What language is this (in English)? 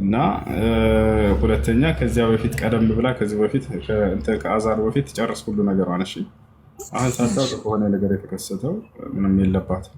Amharic